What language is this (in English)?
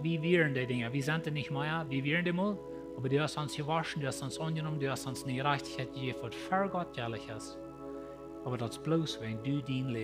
Plautdietsch